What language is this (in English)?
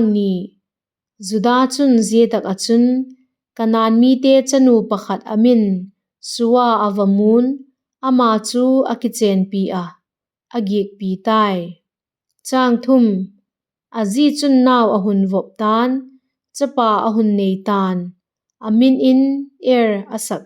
Vaiphei